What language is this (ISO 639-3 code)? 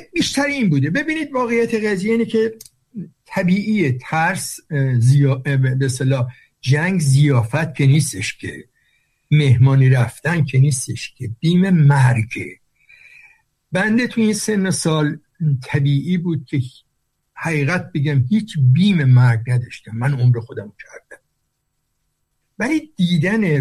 fas